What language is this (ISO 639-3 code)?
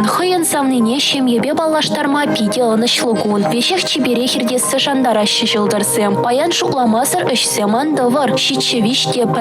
chv